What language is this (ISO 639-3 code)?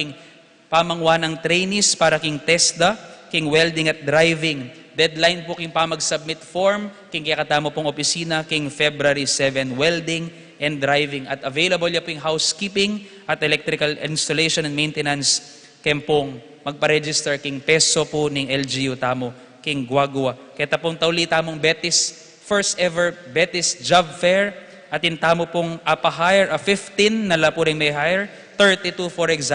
pam